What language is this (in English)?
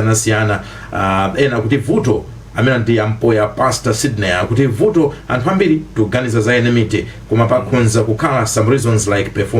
Nyanja